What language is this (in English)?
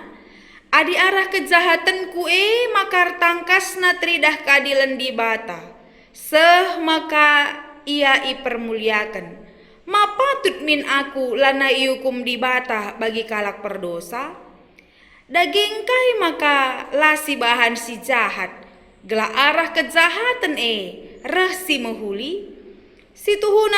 Batak Karo